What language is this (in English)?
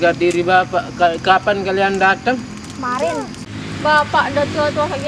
Sasak